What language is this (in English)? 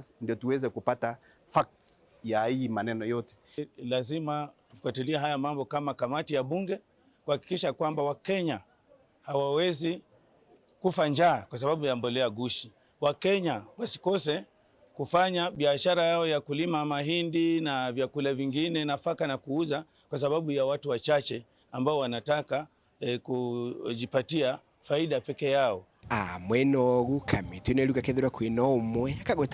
Meru